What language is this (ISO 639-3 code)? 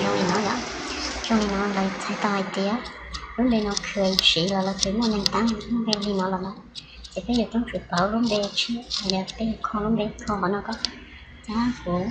hmn